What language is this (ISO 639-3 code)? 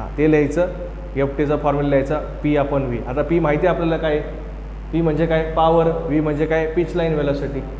mar